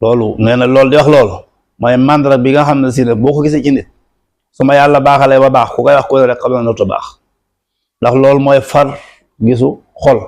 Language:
Wolof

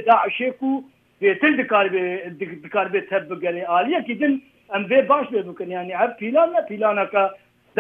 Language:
Kurdish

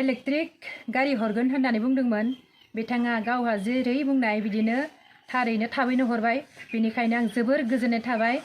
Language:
Bodo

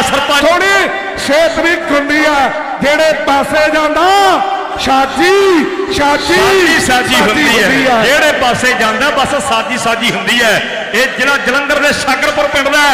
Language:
Punjabi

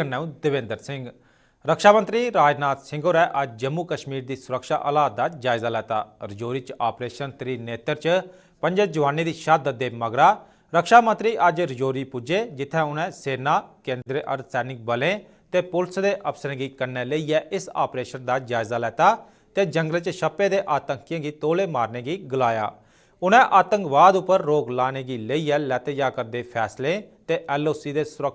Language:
Dogri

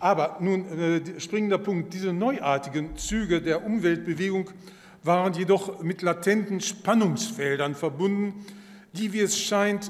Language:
German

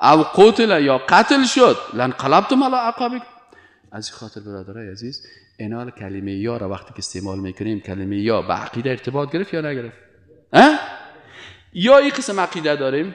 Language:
Persian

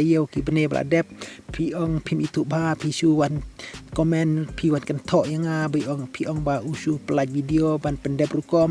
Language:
Khasi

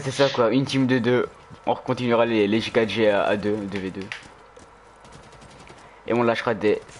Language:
French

